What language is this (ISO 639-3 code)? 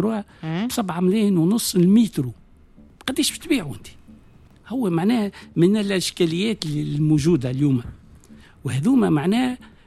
aeb